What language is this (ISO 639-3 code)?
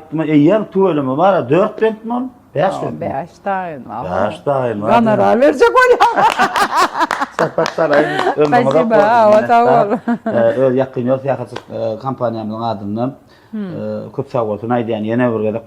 tuk